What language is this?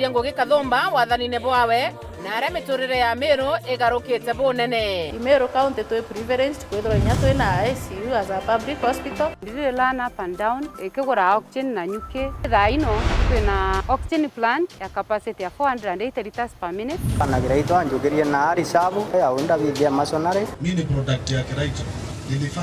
Meru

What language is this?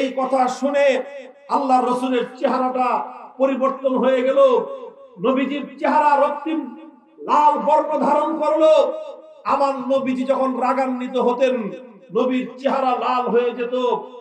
Bangla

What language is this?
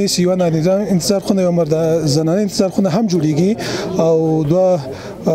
Pashto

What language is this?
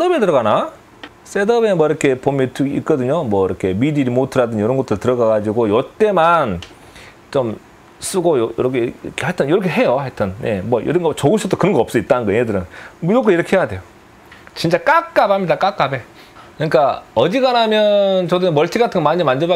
Korean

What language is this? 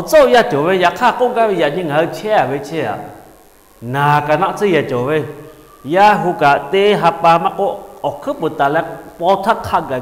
Lahu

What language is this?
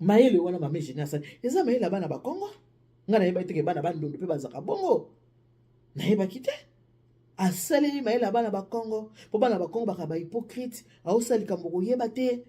Lingala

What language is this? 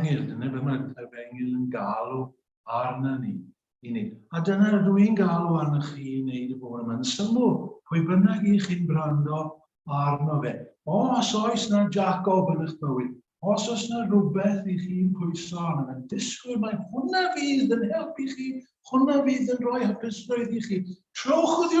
Welsh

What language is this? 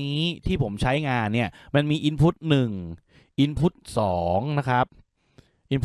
Thai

